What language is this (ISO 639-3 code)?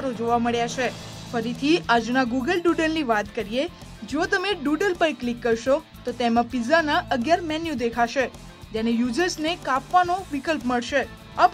guj